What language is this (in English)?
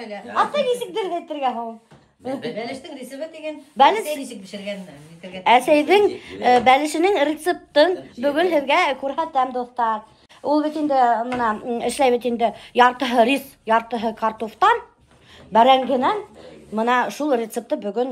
Bashkir